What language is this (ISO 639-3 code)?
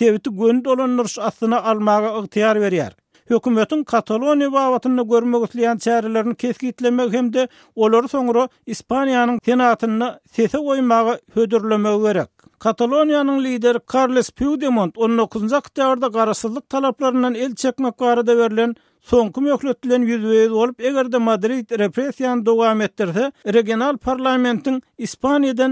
tuk